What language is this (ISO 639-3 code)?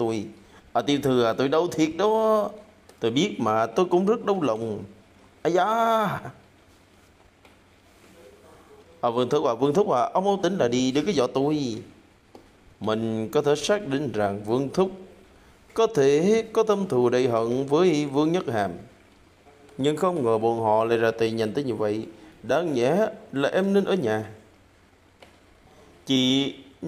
vie